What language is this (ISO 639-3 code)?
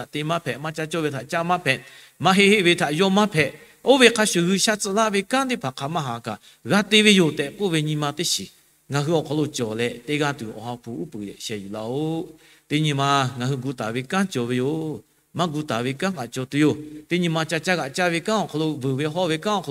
lhu